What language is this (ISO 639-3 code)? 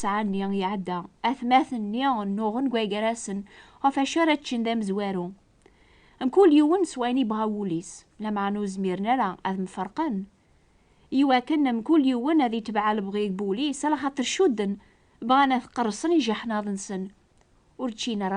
kab